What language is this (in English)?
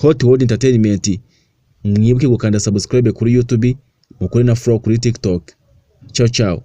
Kinyarwanda